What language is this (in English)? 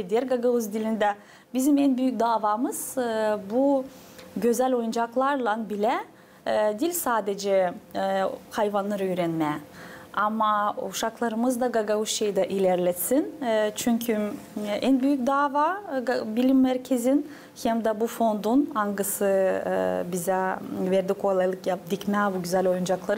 Gagauz